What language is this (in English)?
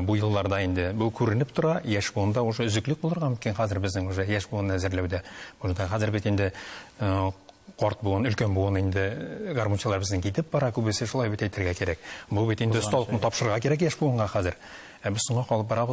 Tatar